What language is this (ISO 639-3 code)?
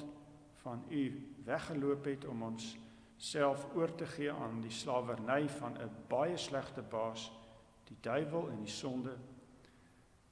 afr